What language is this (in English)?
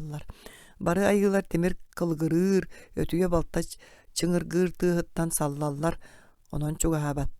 Yakut